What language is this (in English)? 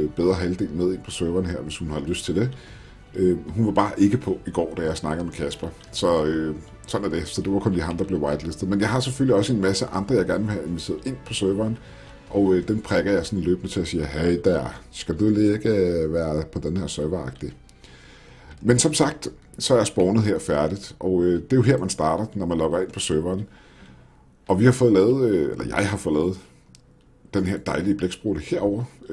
Danish